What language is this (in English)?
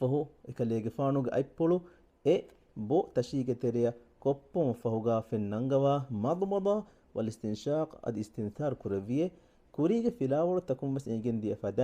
Divehi